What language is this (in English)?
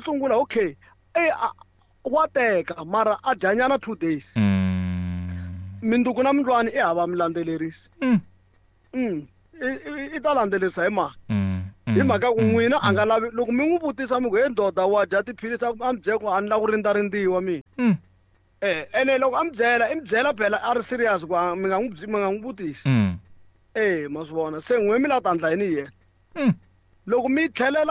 Tsonga